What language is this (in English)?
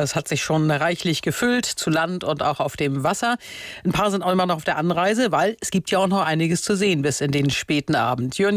German